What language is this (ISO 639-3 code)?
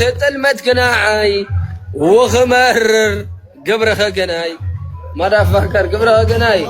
tir